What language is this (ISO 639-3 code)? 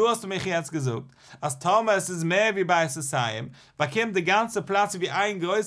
yid